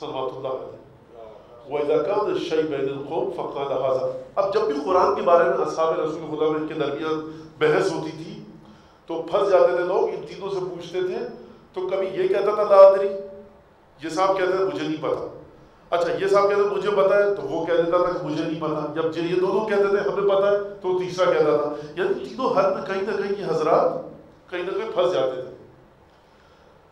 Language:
Urdu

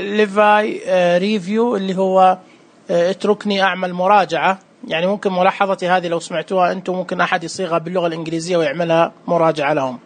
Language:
Najdi Arabic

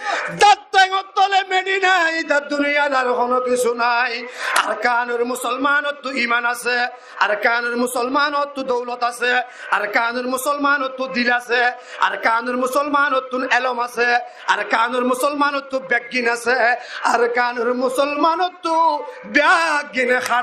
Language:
Rohingya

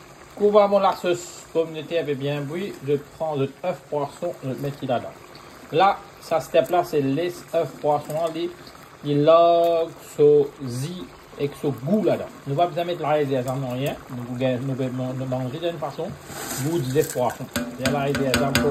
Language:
Morisyen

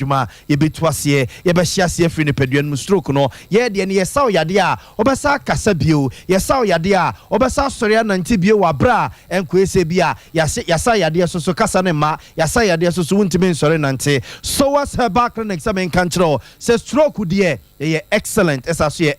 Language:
Akan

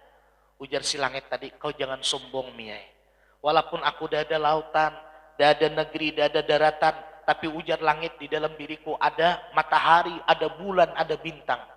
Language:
Banjar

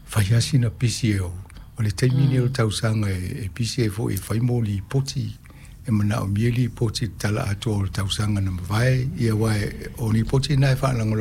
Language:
Samoan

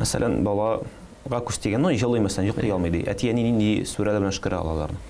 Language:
Tatar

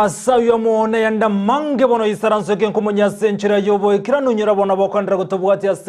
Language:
Gusii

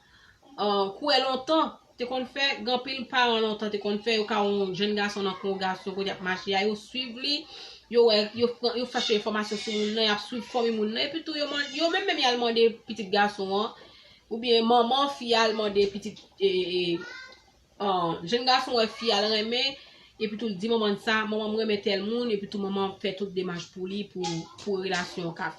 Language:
Haitian Creole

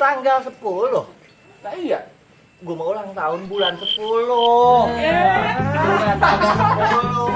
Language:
Betawi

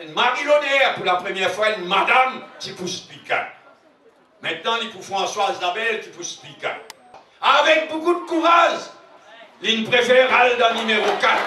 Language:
Morisyen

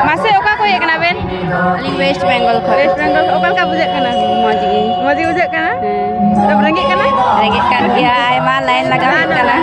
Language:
Santali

